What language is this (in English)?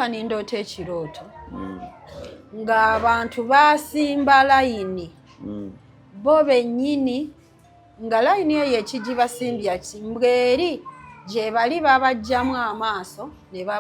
Ganda